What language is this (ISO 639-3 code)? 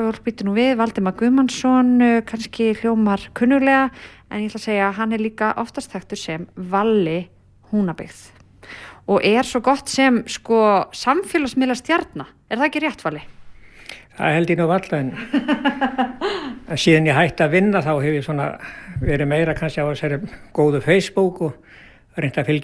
isl